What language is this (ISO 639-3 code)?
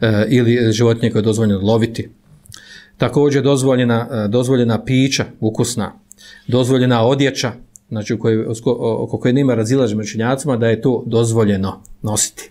bos